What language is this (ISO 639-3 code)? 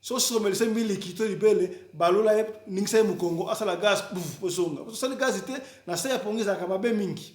lin